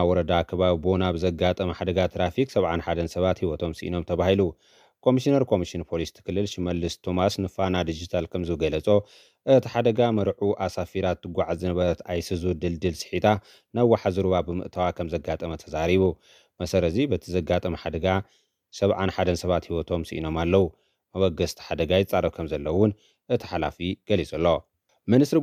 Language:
Tigrinya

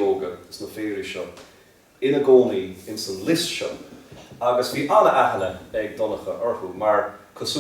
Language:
Irish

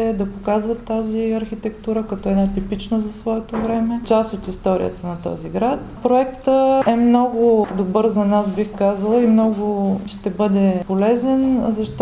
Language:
Bulgarian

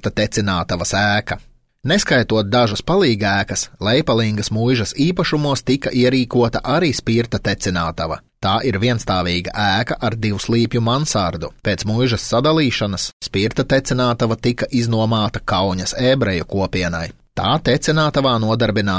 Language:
Latvian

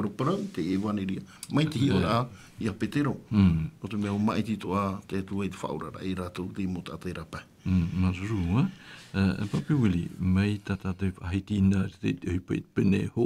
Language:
Tahitian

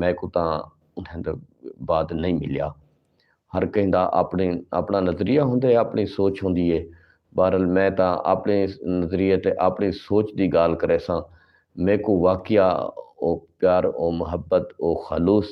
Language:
Saraiki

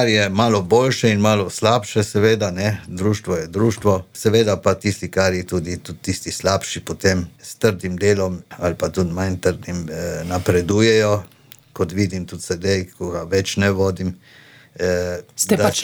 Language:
Slovenian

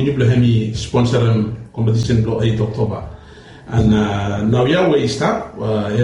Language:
Bislama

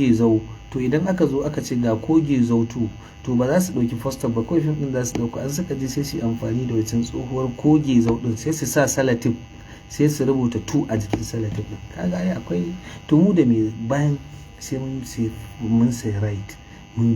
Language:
Hausa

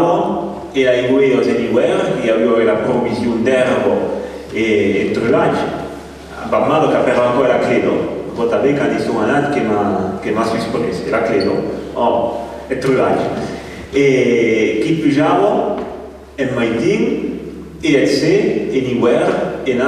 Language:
Occitan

